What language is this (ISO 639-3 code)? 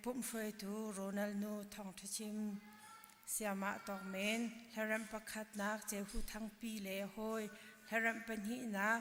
cnh